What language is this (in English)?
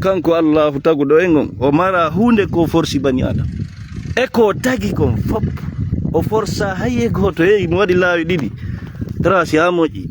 Fula